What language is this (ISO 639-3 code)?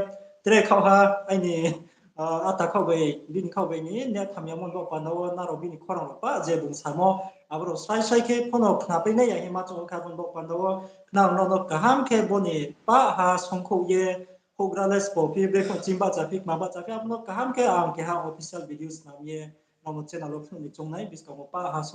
ria